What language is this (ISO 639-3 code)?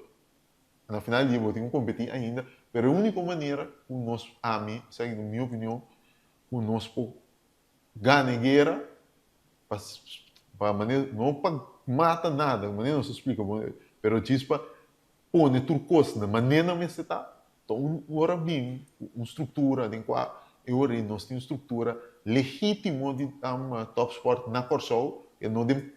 pap